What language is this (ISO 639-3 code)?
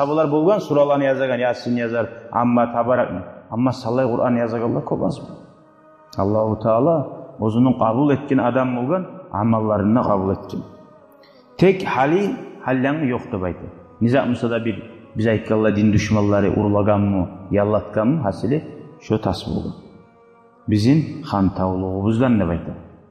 kum